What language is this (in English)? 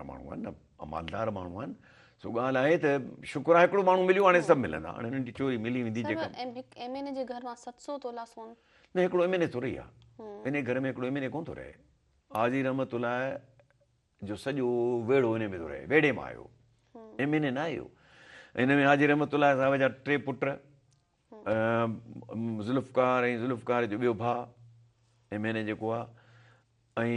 Sindhi